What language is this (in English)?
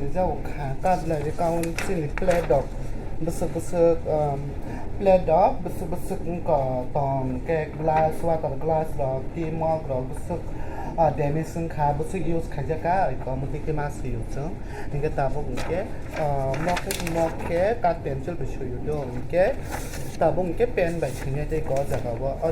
Kok Borok